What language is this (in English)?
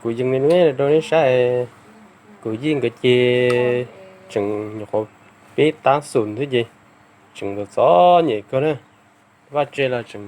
Hmong